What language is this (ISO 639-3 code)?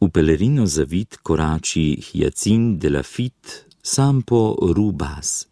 slv